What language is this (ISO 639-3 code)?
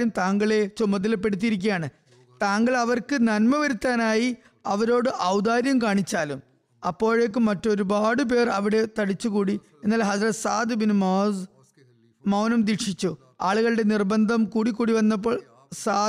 mal